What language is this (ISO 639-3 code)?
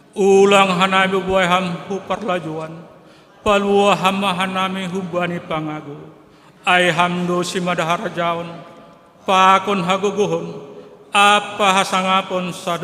bts